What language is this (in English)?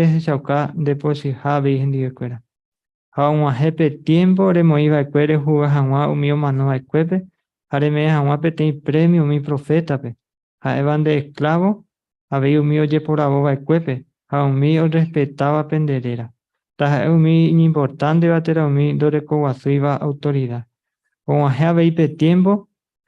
Guarani